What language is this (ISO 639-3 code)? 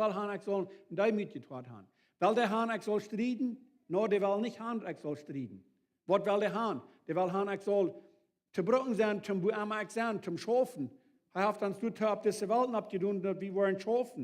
pdt